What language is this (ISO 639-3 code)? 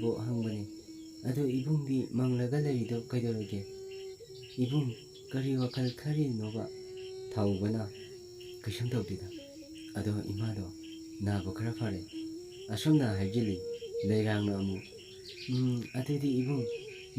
mni